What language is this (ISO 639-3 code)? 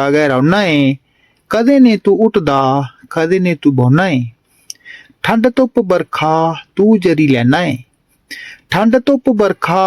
doi